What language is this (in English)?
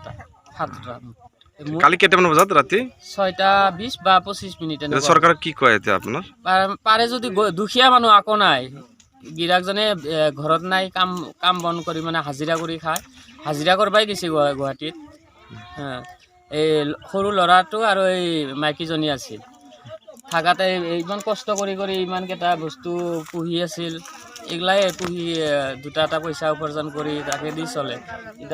Assamese